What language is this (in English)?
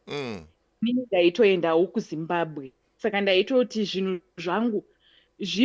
Shona